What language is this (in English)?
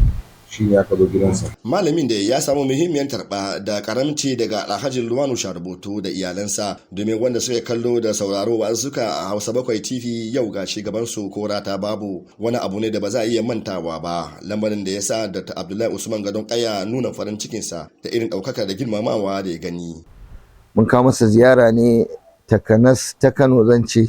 Hausa